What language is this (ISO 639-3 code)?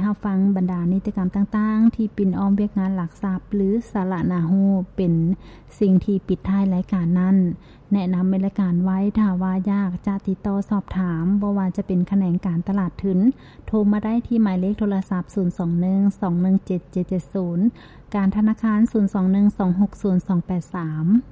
lao